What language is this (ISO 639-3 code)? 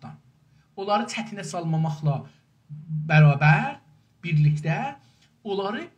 azb